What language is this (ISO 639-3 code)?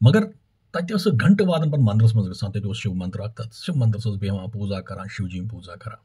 kas